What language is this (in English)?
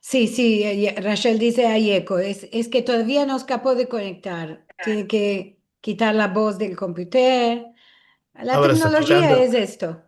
Ladino